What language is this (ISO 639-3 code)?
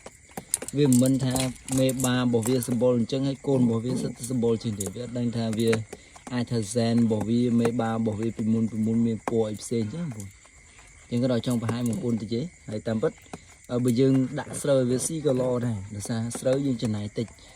khm